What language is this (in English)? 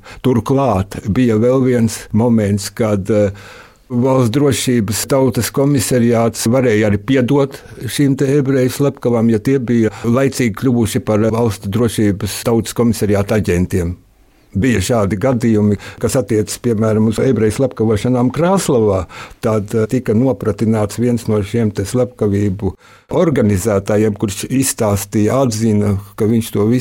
Latvian